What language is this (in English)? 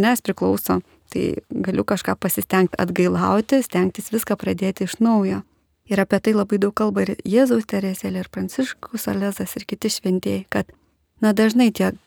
Lithuanian